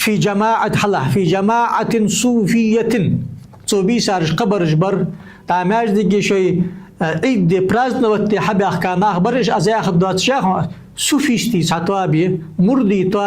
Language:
Ingush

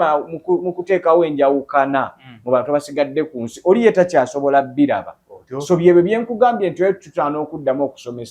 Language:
Ganda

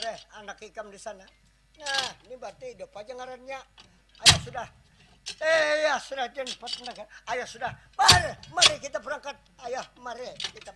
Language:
Banjar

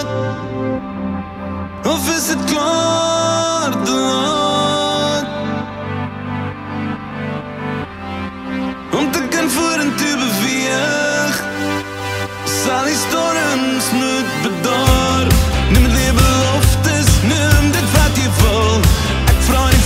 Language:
Afrikaans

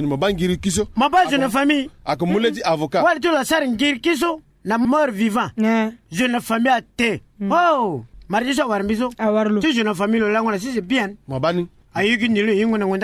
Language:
Sango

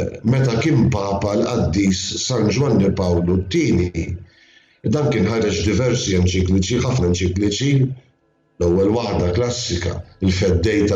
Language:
Maltese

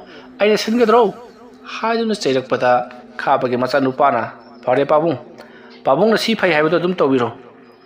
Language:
Manipuri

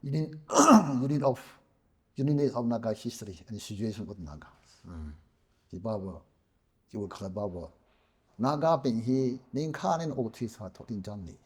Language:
Tangkhul Naga (India)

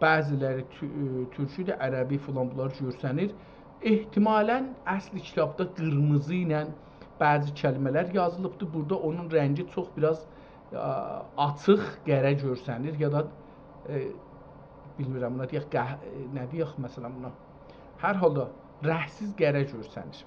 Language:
South Azerbaijani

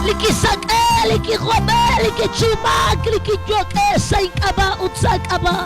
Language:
Kekchí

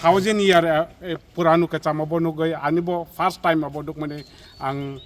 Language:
Kok Borok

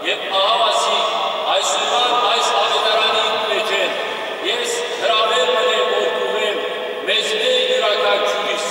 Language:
Western Armenian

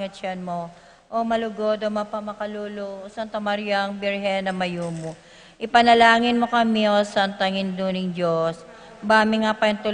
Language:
Pampanga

